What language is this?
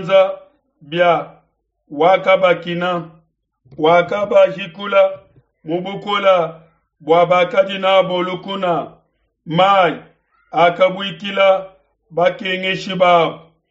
Luba-Lulua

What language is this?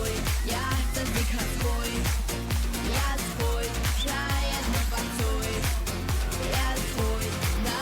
Abkhazian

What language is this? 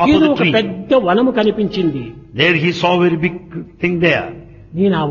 Telugu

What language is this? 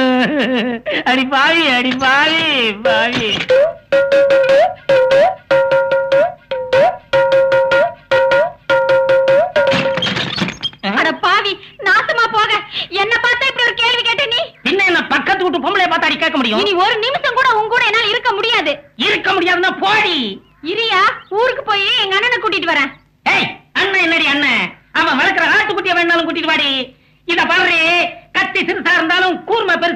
Tamil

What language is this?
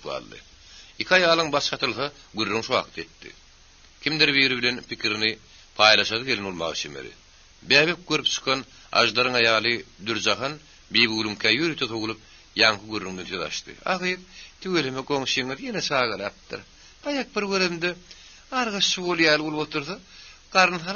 Turkmen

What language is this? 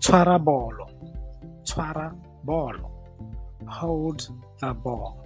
Tswana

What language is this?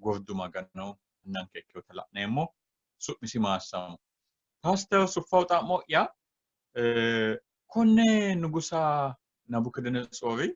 Sidamo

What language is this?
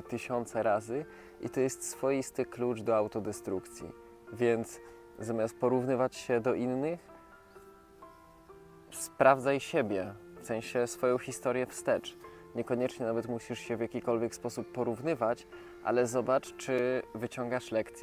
Polish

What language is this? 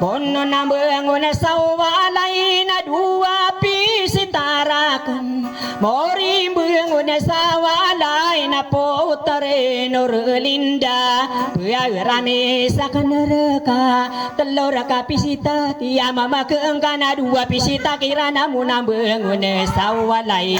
Maranao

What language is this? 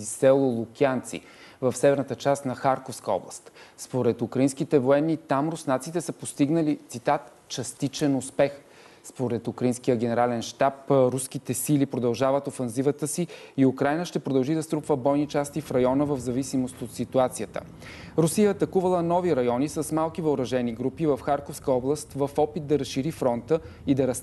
Bulgarian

